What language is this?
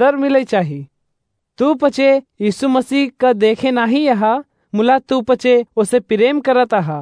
Awadhi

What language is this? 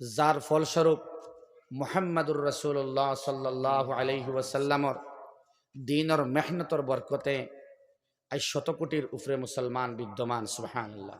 Sylheti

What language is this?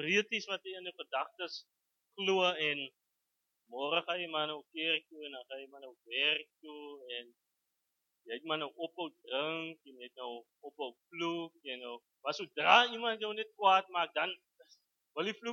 Afrikaans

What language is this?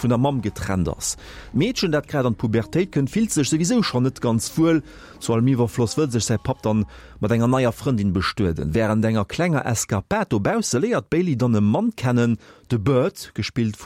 Luxembourgish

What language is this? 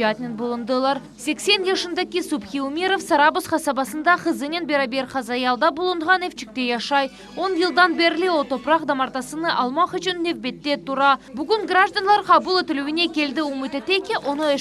Crimean Tatar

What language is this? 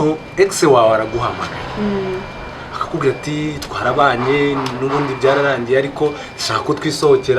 Kinyarwanda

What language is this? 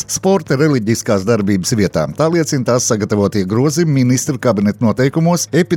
Latvian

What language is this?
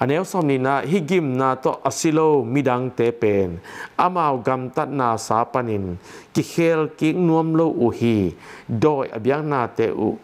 Tedim Chin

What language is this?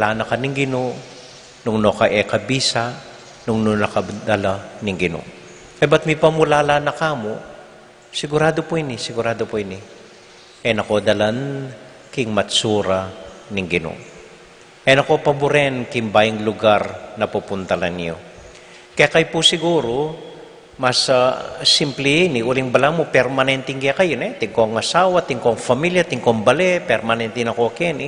Pampanga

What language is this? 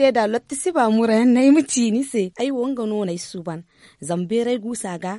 Zarma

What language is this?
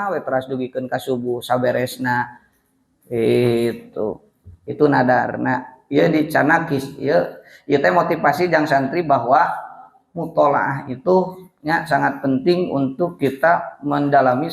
Sundanese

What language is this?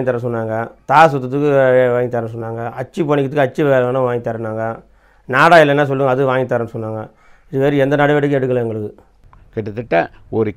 Tamil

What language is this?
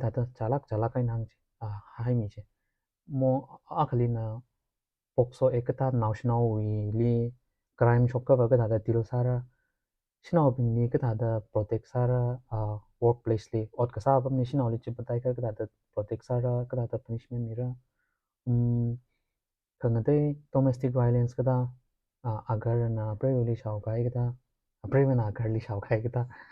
Tangkhul Naga (India)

